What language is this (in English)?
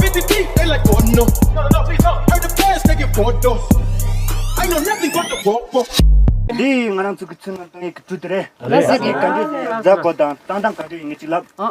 Tibetan